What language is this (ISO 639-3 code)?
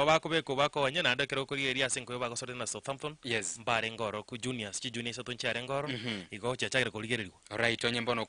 guz